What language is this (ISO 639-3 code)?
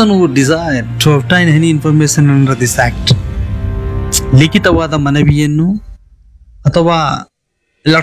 kan